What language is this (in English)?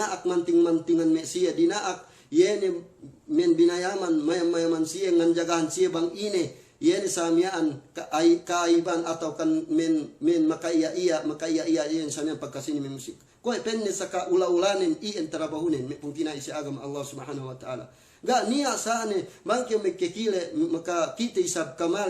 Yakan